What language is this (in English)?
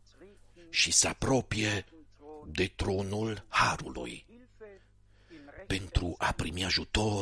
Romanian